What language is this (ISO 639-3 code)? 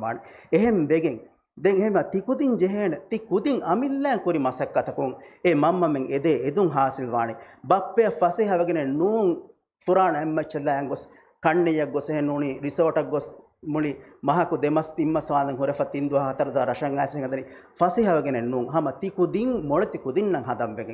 div